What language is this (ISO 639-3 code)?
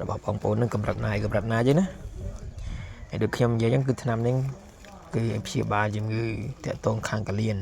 khm